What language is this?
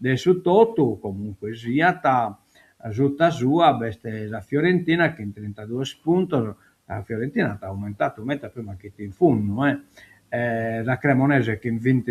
Sardinian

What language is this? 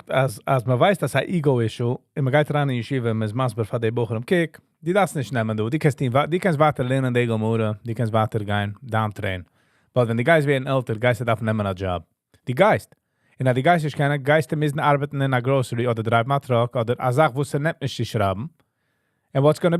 Yiddish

